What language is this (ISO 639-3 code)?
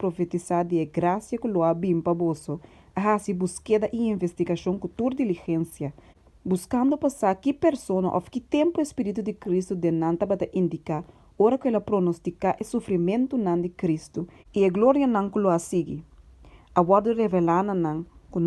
pap